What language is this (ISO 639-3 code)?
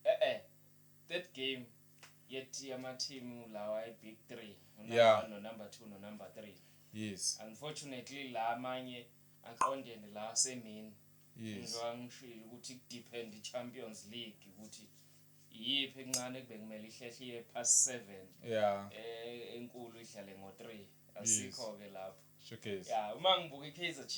zul